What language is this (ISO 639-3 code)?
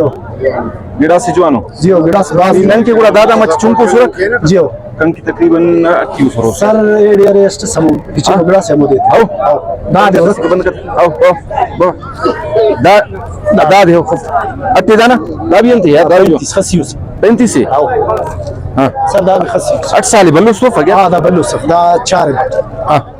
brh